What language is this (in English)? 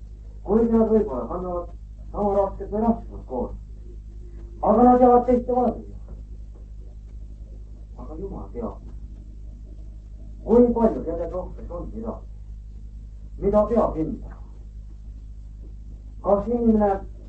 Estonian